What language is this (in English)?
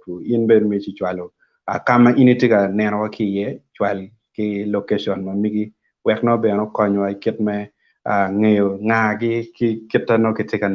Acoli